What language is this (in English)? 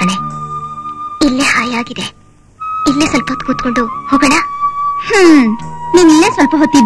Kannada